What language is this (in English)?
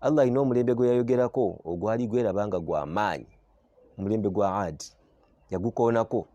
Ganda